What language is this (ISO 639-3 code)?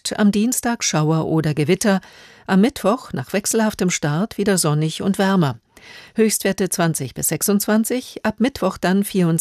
deu